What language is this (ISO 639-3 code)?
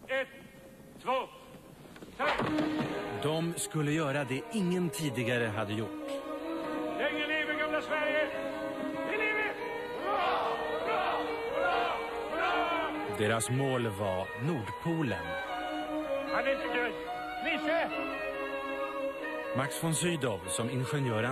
swe